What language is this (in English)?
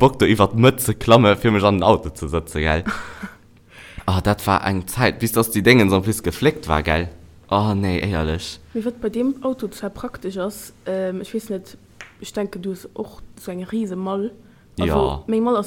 Luxembourgish